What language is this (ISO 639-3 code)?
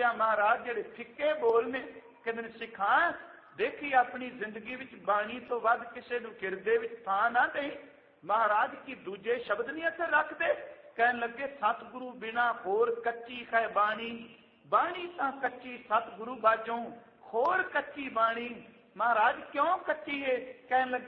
pan